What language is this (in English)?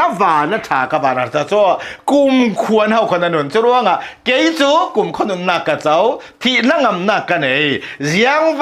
Hakha Chin